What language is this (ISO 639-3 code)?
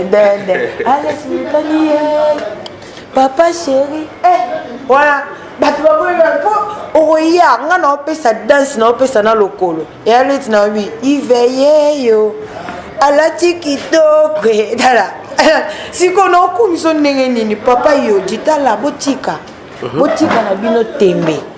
lin